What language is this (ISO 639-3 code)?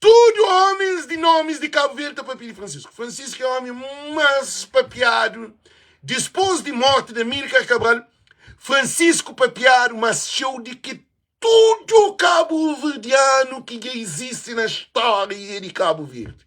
kea